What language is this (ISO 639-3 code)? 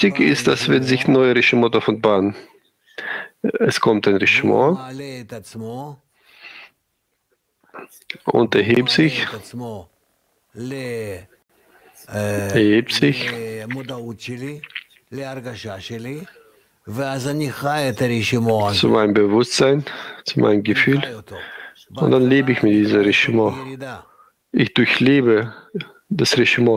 deu